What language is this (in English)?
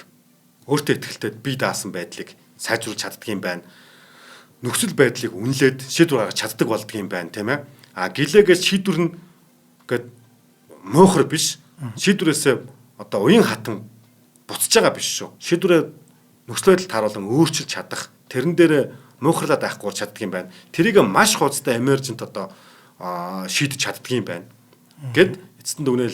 Mongolian